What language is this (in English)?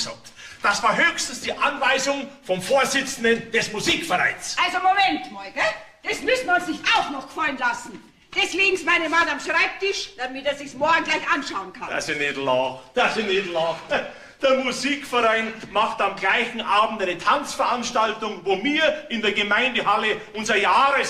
Bavarian